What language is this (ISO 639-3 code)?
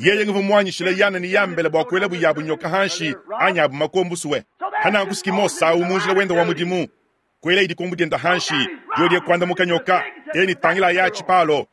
lua